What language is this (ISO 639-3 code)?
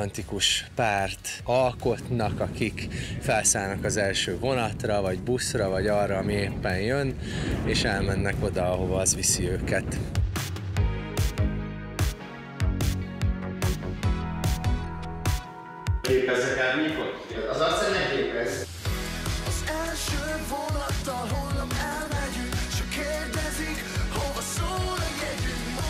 hun